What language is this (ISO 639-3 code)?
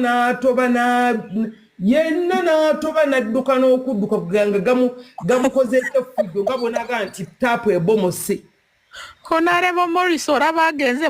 lug